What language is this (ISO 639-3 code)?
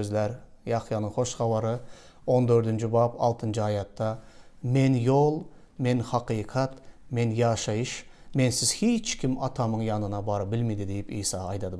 tuk